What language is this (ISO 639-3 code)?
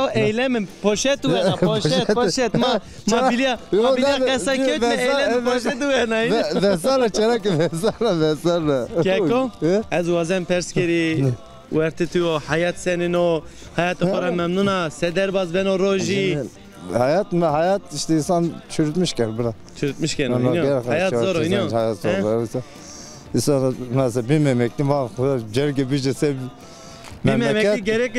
zza